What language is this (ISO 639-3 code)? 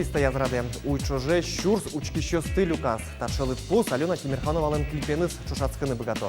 udm